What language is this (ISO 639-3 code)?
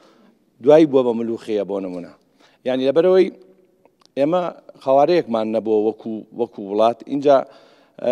ckb